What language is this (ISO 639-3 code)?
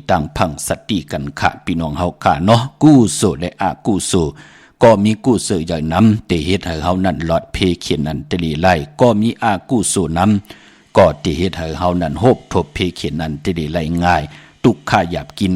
shn